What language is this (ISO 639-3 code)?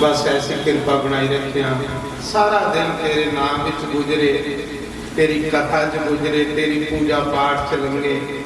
doi